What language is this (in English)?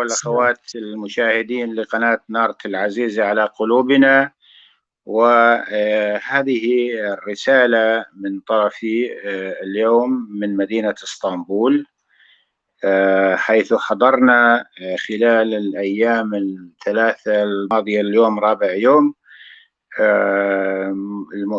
North Levantine Arabic